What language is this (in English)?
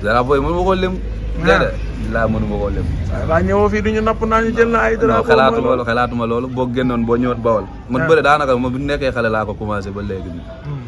Wolof